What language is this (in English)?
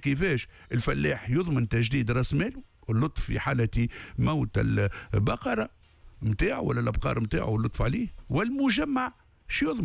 Tunisian Arabic